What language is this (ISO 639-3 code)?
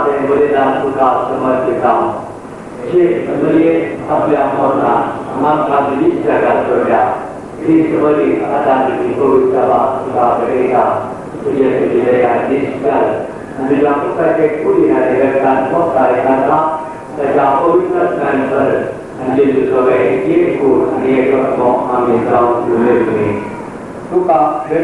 kok